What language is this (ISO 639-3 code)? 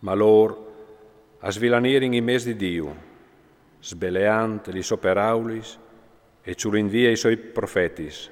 fur